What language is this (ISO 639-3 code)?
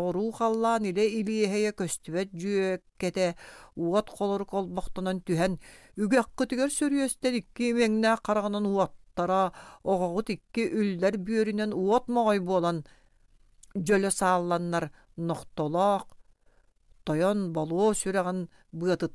sah